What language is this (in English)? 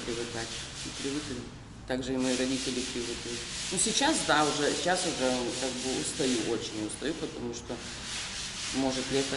Russian